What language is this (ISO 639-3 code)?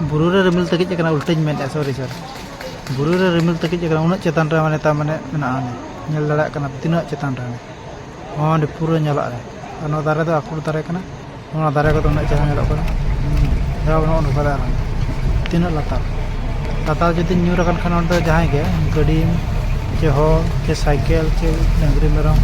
sat